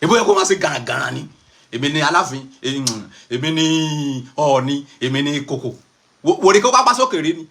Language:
Yoruba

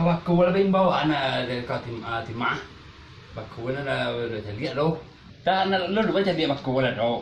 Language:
Minangkabau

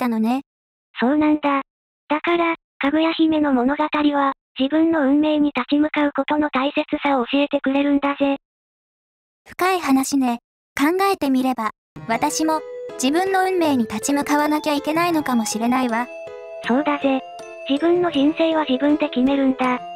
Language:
Japanese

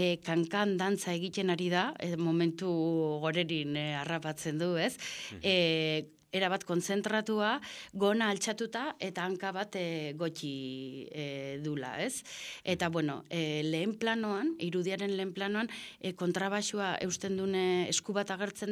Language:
Basque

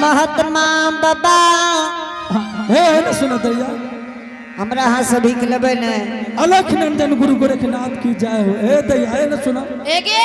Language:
Angika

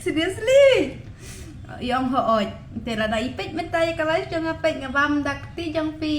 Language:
Khasi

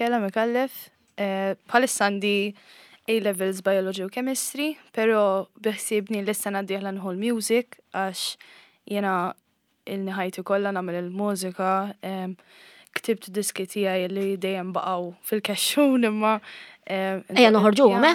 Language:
Maltese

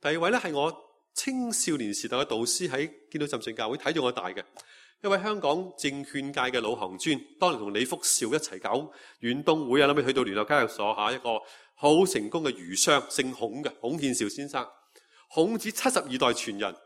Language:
Cantonese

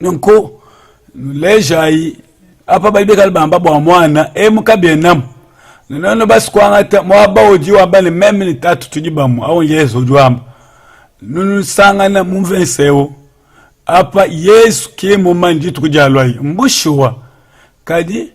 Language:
Luba-Lulua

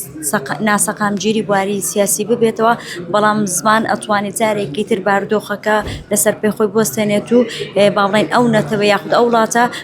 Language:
Central Kurdish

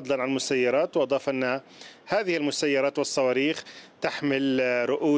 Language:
Arabic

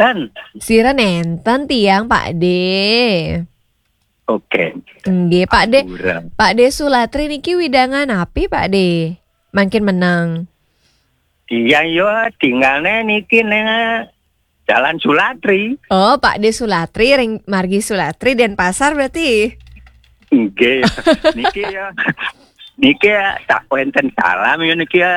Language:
Balinese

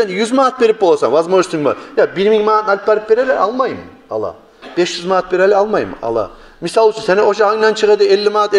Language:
Kumyk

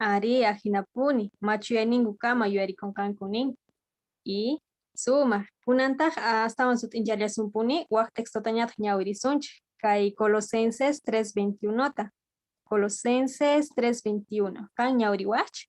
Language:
South Bolivian Quechua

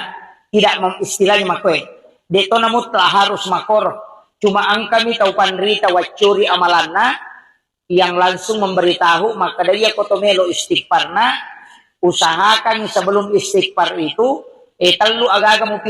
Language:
Buginese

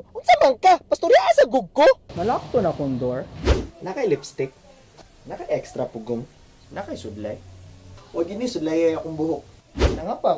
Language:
Cebuano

